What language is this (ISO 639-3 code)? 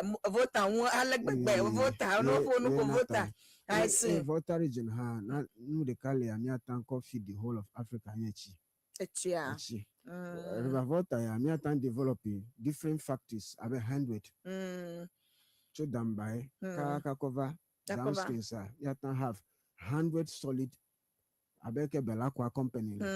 ewe